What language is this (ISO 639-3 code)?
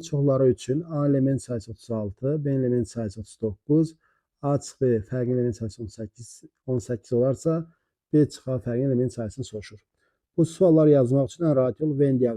aze